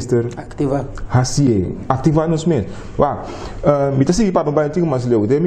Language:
Papiamento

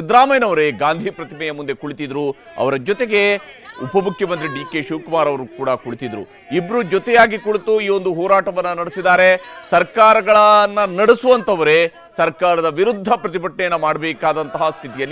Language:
Kannada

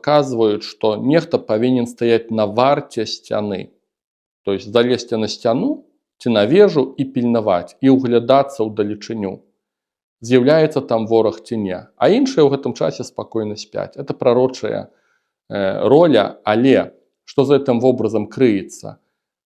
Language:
Belarusian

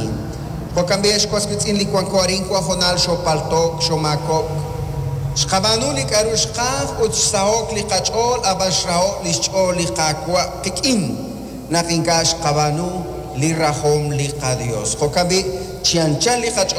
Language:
Kekchí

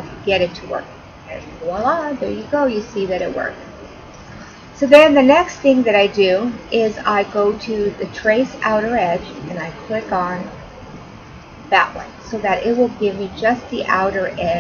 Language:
English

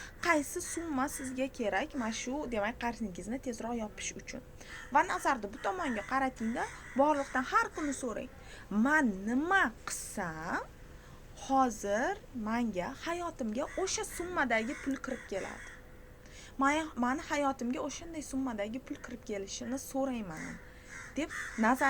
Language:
Uzbek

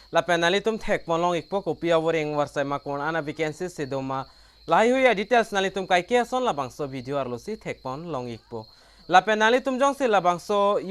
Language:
Karbi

